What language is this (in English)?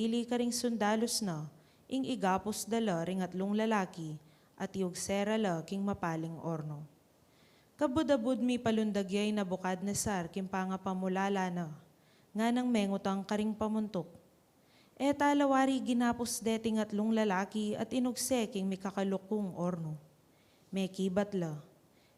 Pampanga